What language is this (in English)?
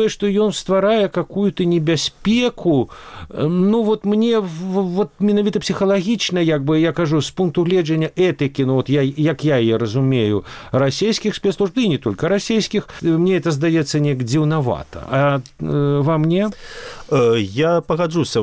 Belarusian